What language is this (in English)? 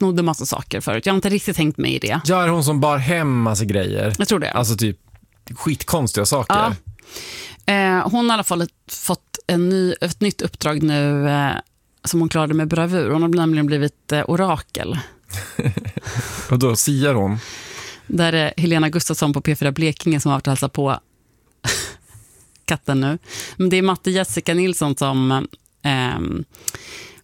Swedish